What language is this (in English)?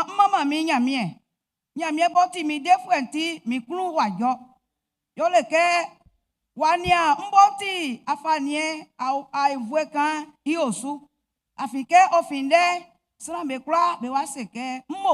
Baoulé